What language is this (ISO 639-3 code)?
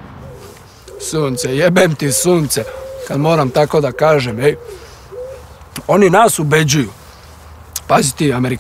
srp